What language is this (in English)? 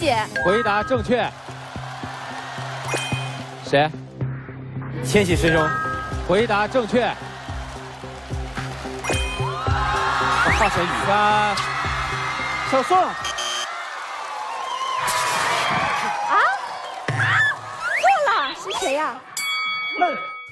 Chinese